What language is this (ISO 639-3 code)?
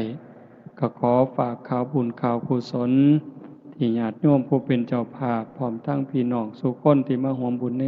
tts